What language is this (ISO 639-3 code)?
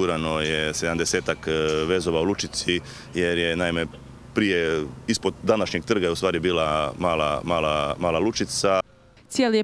hrv